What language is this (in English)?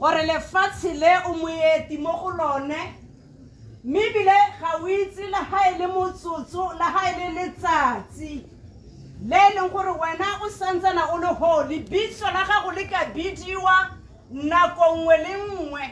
Tswana